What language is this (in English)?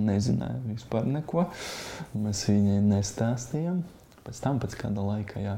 Latvian